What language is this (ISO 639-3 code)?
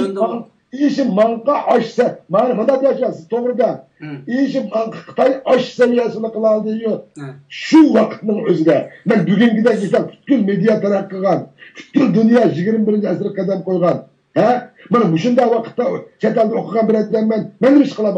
uig